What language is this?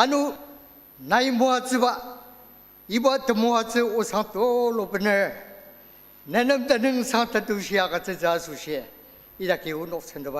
Ao Naga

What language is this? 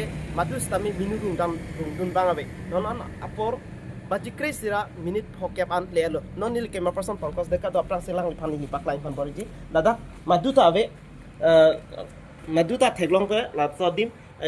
Karbi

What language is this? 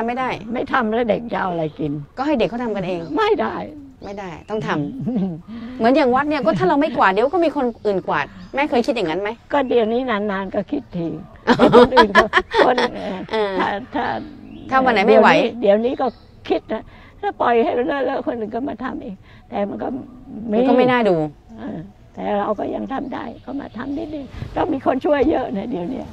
Thai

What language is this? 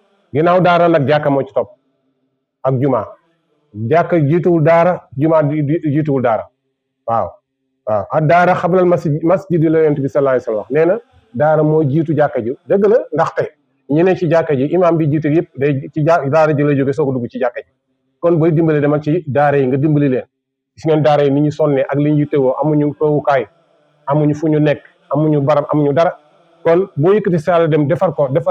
Wolof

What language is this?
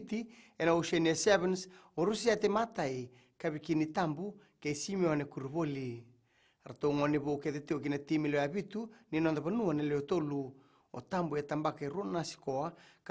Fijian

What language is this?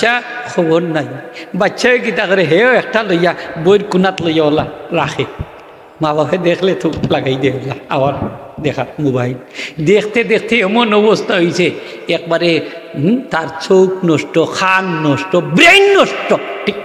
Sylheti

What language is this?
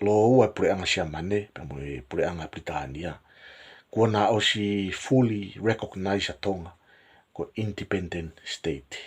Tongan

